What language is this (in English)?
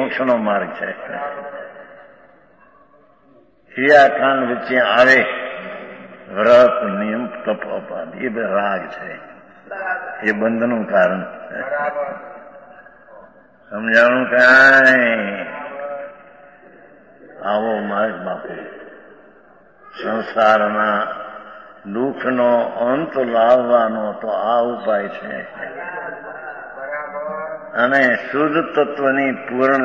Gujarati